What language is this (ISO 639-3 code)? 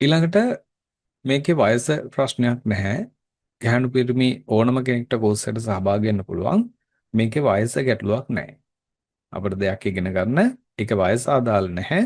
sin